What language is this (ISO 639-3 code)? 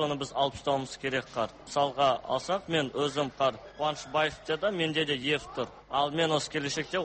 kaz